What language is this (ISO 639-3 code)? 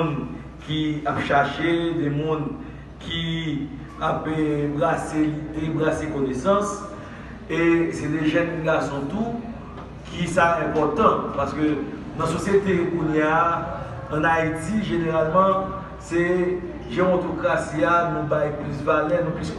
hat